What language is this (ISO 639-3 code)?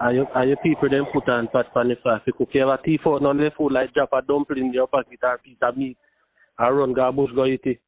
jam